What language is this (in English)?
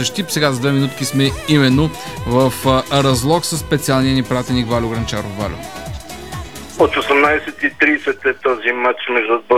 Bulgarian